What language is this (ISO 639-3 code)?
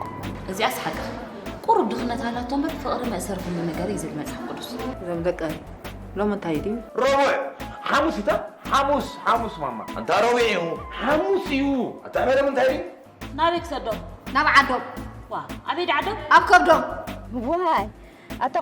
tir